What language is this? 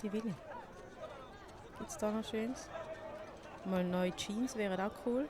Swiss German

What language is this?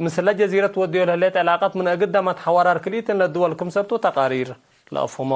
Tigre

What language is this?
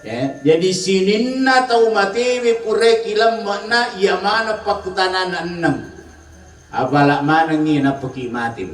Buginese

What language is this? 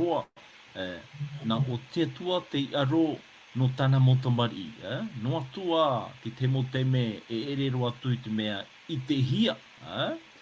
Tahitian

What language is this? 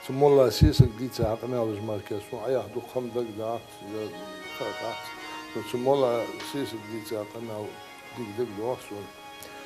Ingush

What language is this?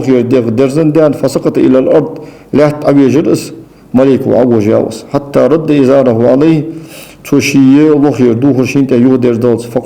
Ingush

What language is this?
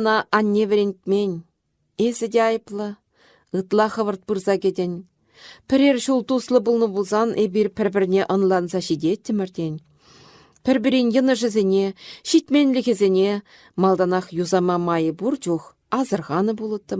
Chuvash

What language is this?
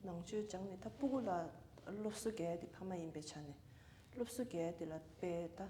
Tibetan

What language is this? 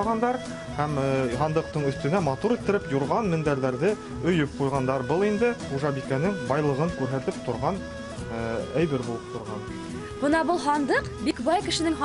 Bashkir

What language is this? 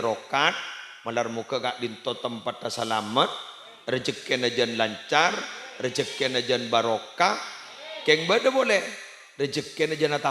Madurese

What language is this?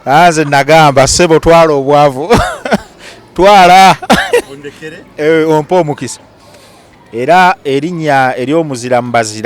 Ganda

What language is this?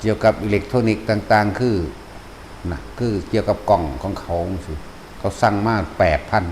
Northeastern Thai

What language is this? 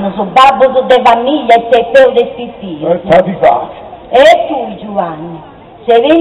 Sardinian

